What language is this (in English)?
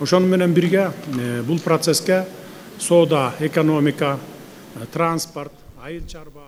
Kyrgyz